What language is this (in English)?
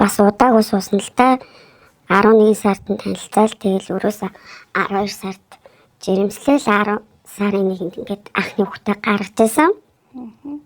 Mongolian